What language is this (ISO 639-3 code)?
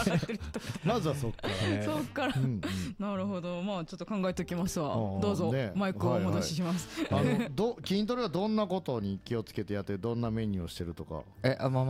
jpn